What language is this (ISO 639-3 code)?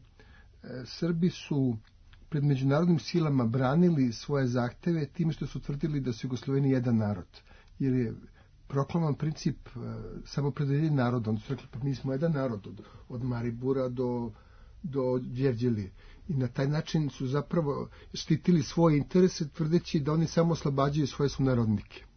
srp